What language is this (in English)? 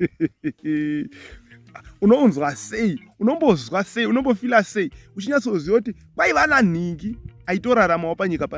Shona